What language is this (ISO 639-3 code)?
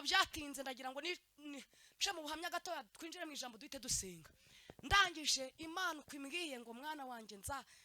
kin